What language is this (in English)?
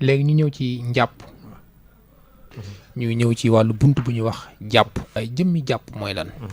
Wolof